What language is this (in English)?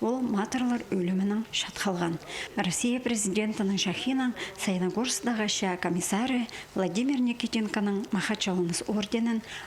Khakas